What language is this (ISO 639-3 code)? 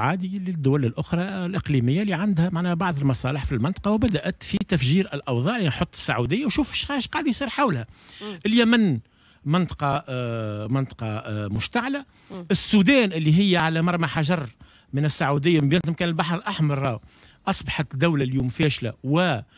aeb